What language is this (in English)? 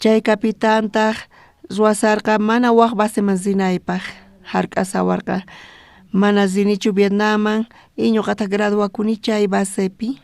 South Bolivian Quechua